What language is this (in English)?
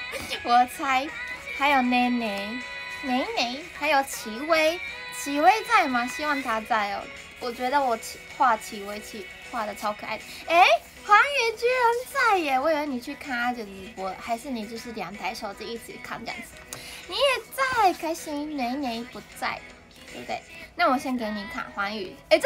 Chinese